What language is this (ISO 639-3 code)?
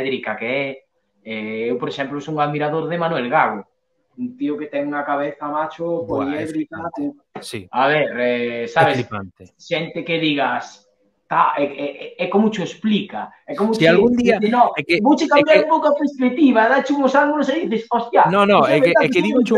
glg